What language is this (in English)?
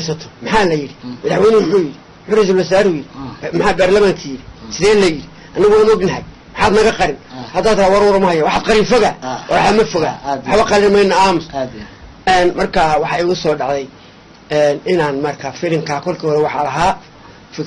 Somali